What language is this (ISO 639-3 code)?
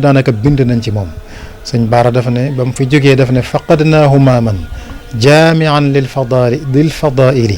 wol